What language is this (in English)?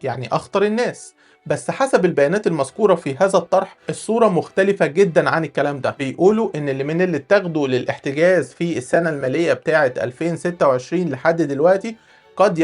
Egyptian Arabic